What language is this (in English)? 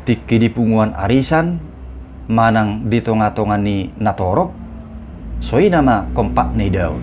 Batak Toba